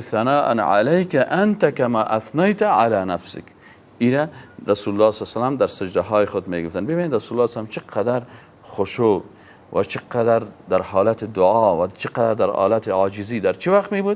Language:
Persian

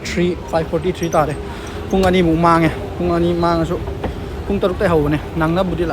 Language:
Manipuri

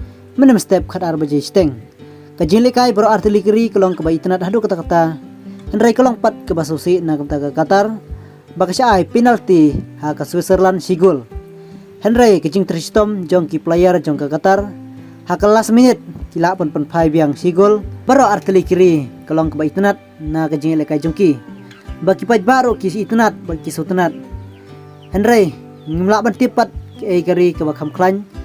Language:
Khasi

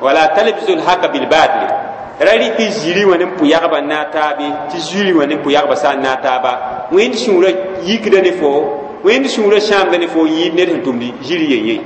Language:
Mossi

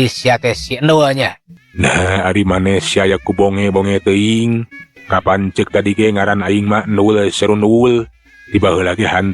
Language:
Sundanese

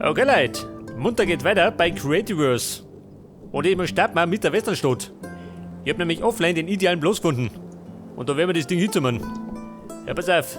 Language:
Bavarian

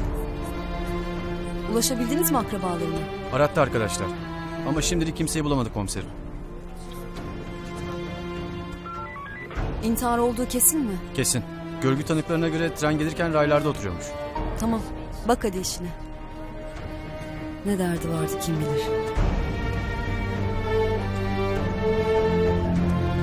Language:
Turkish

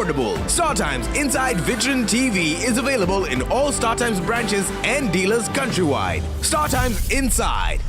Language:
Meru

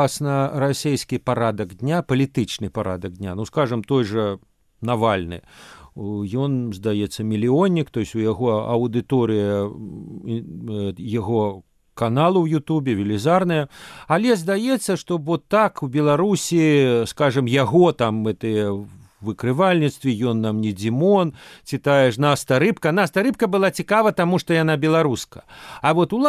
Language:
Belarusian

